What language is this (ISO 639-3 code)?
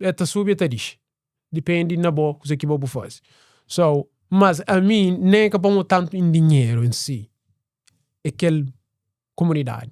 kea